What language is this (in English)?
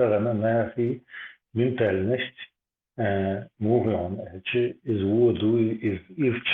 Chechen